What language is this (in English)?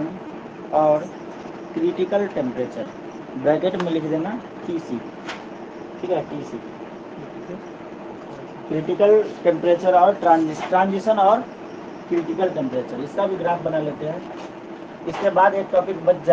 Hindi